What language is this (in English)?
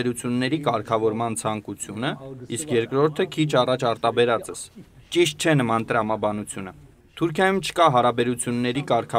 Armenian